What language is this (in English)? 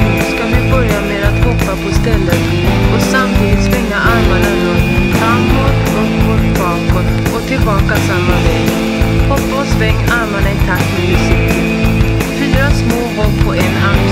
Swedish